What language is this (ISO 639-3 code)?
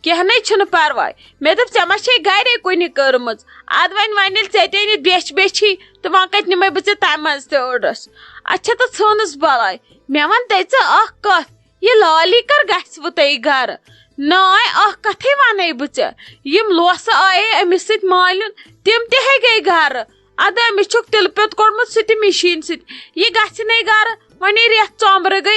kas